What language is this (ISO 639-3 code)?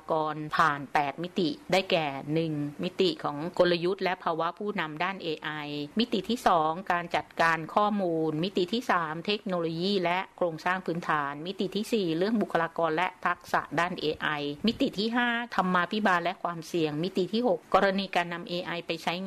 tha